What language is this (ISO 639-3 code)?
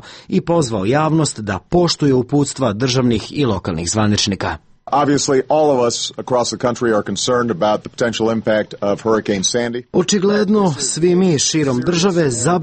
srp